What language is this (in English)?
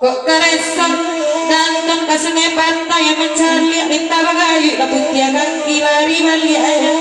Minangkabau